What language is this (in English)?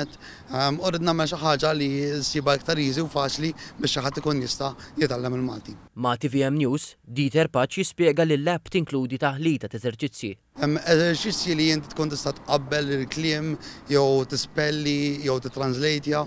Maltese